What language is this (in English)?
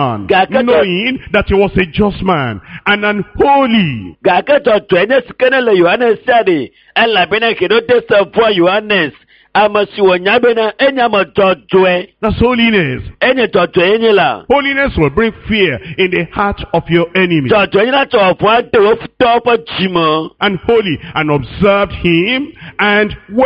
Ewe